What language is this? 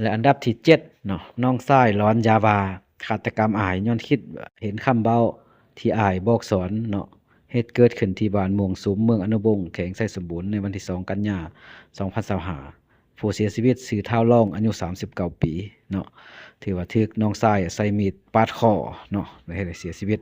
Lao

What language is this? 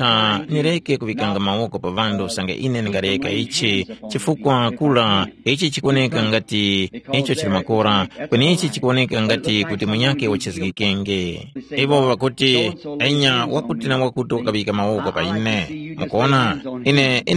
Tumbuka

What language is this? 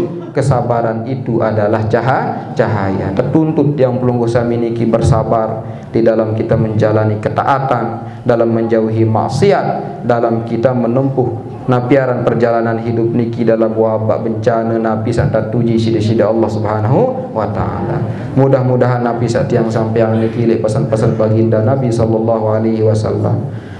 Sasak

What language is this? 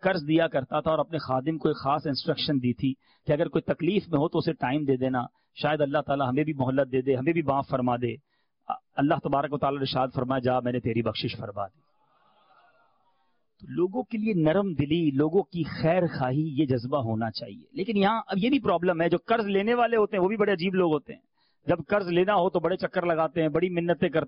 Urdu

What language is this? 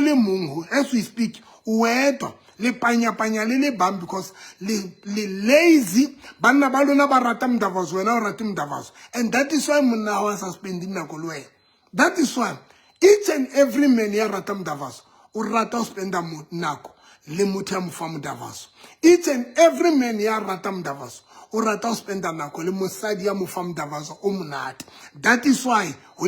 Southern Sotho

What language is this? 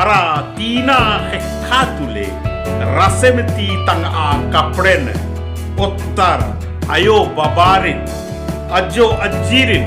Kurukh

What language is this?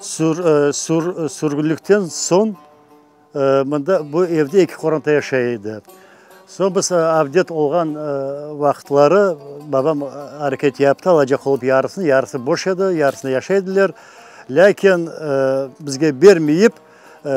Crimean Tatar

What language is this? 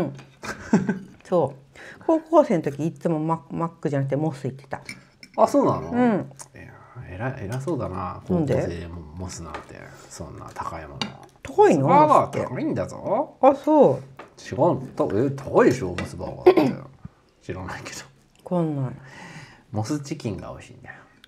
Japanese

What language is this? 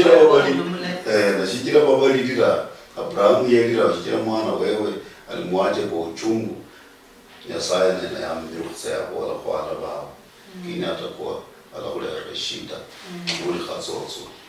Luyia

